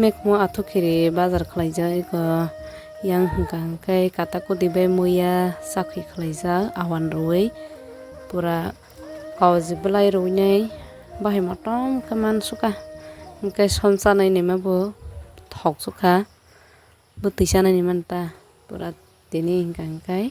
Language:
Kok Borok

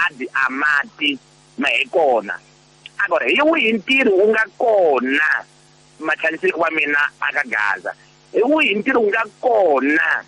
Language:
Tsonga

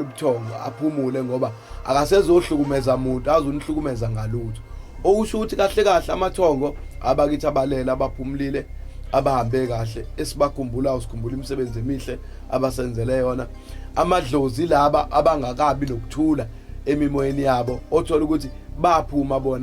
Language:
Zulu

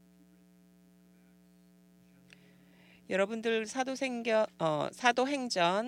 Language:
Korean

